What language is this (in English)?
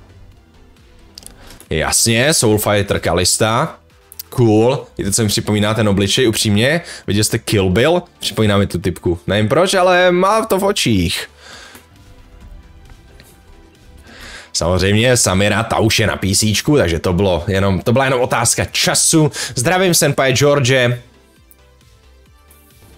Czech